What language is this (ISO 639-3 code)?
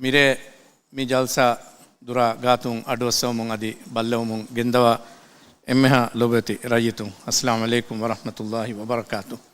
div